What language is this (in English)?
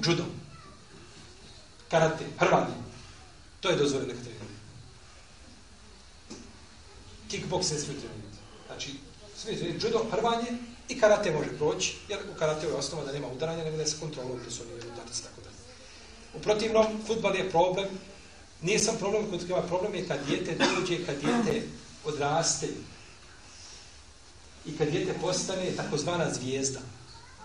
Bosnian